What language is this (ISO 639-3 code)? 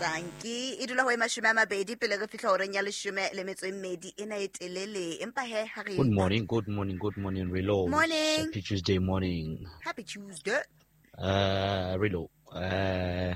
sot